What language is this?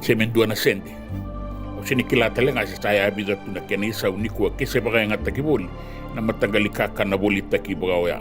Fijian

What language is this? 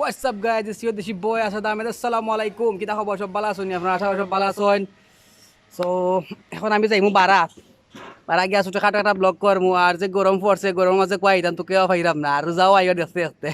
Sylheti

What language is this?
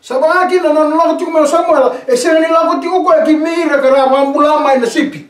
Fijian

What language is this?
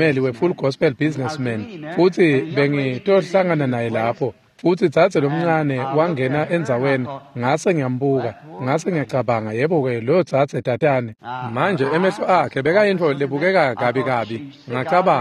Swati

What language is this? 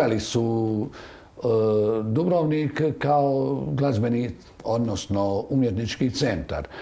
Croatian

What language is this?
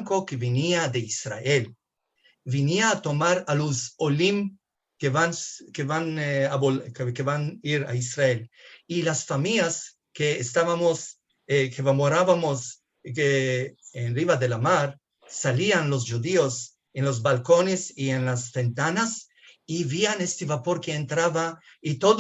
Ladino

